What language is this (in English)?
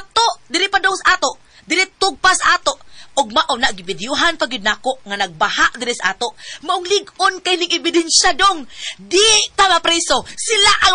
Cebuano